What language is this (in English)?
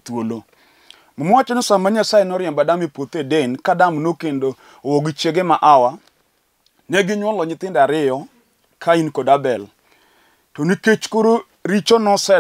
Luo (Kenya and Tanzania)